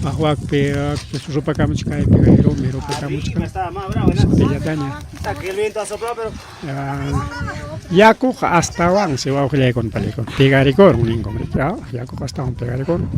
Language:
Ayacucho Quechua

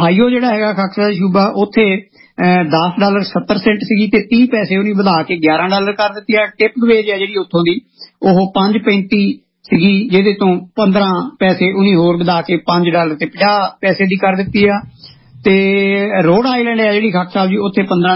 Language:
Punjabi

